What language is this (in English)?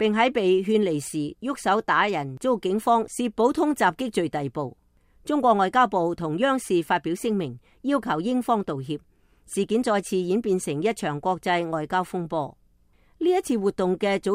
Cantonese